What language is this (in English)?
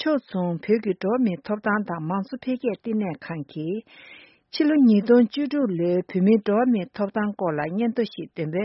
Tibetan